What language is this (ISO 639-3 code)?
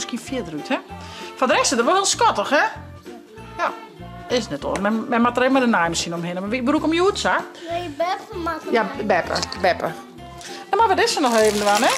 fry